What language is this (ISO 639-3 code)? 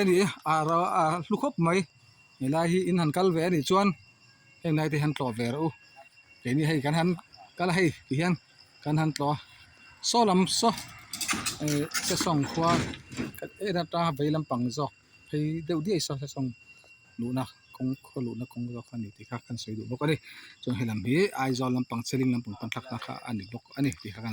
lus